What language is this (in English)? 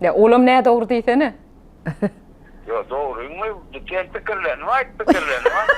Turkmen